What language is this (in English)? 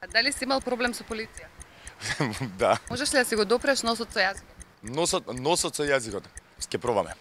Macedonian